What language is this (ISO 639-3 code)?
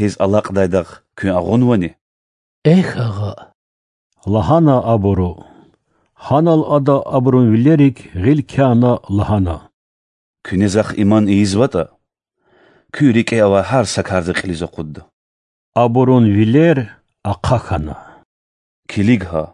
lez